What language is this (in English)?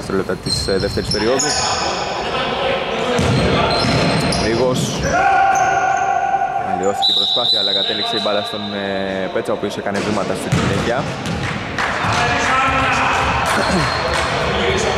Greek